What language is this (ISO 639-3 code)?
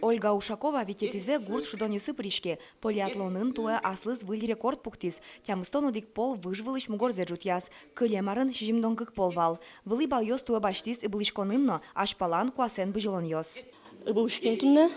udm